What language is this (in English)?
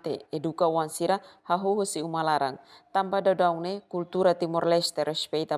Tetum